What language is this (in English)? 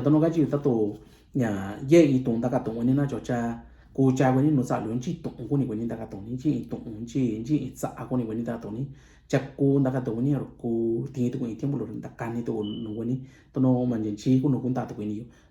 Mixtepec Mixtec